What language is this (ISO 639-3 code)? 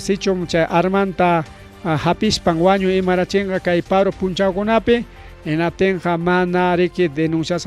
quy